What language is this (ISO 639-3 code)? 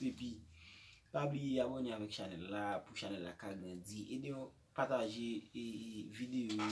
hat